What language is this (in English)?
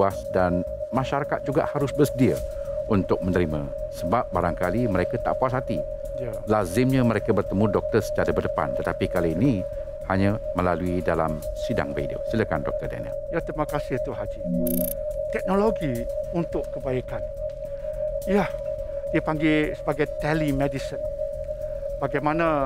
Malay